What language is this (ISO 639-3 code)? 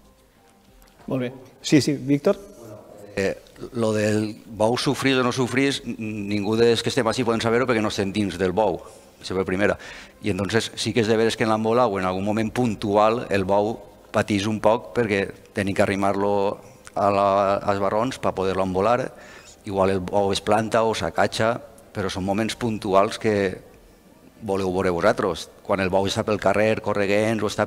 cat